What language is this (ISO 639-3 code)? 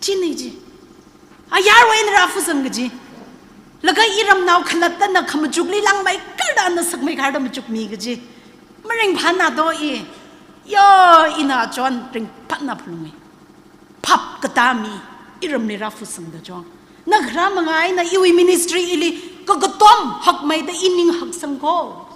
nmf